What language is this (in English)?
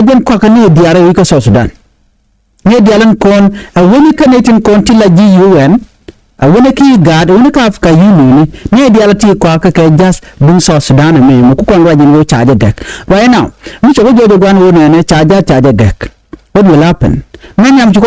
Nuer